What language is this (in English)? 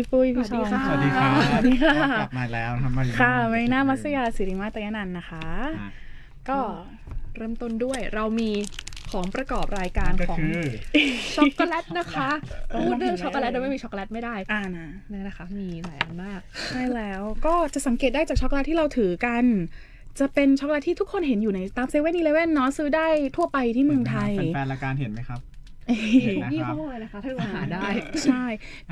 Thai